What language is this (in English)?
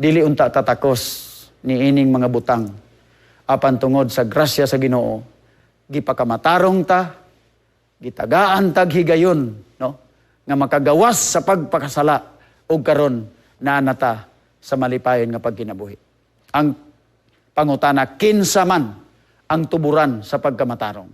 Cebuano